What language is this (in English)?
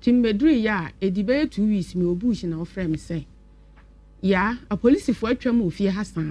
Akan